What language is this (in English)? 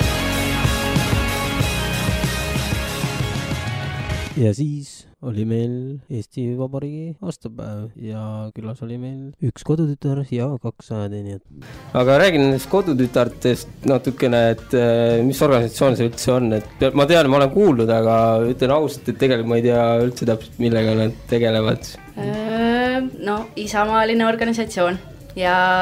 Estonian